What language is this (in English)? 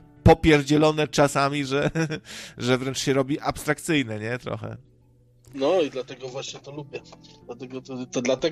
Polish